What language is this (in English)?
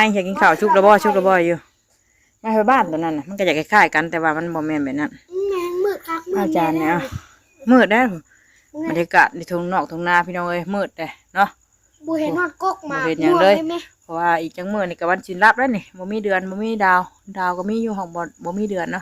Northeastern Thai